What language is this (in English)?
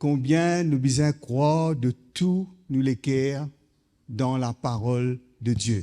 Morisyen